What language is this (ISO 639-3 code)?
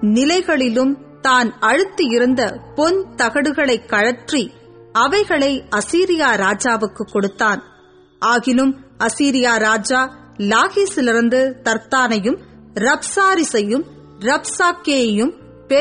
tam